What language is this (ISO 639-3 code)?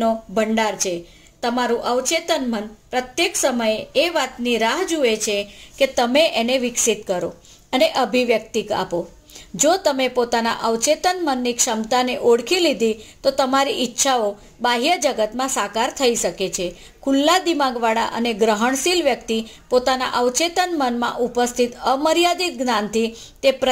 guj